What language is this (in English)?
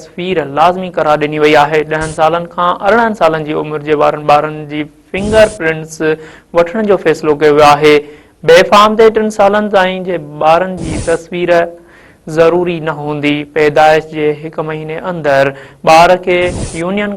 Sindhi